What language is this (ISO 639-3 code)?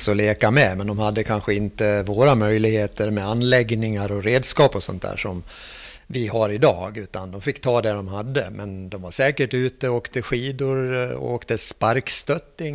swe